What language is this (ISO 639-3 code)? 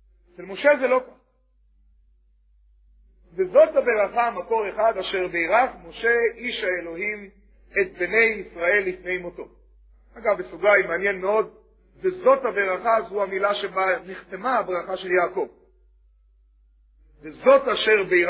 heb